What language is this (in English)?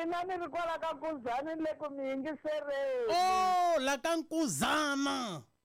Tsonga